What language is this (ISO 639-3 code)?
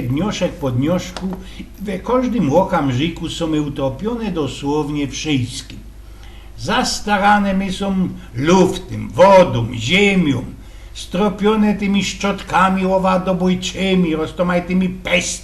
szl